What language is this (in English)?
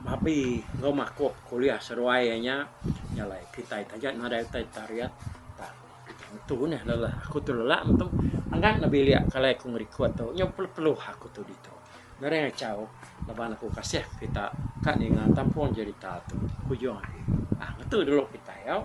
Iban